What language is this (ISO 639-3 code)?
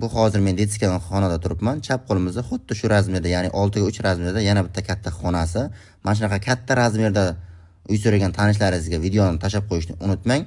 uzb